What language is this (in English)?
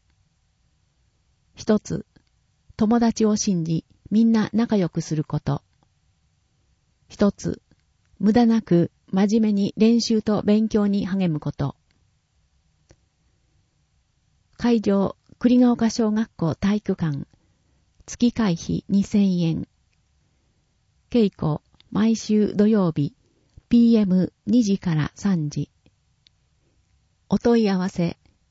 Japanese